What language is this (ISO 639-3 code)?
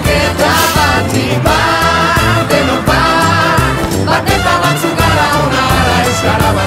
eus